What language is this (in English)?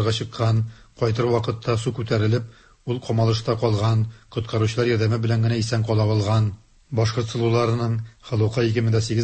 Tatar